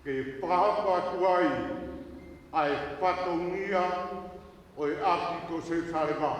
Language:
Tongan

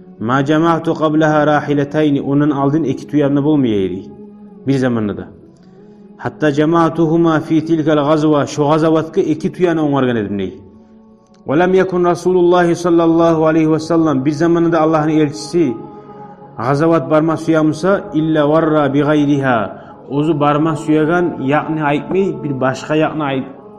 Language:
Kumyk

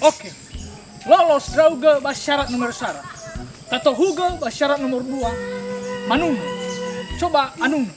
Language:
Nias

